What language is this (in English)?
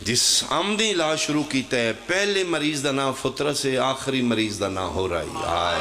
Pahari-Potwari